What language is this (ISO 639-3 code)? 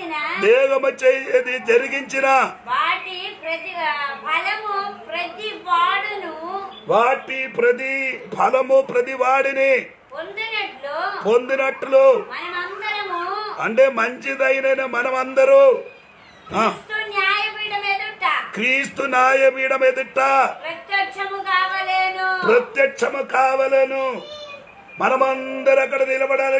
tel